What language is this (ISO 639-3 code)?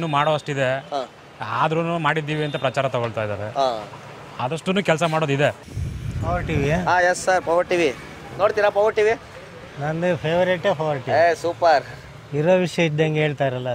kan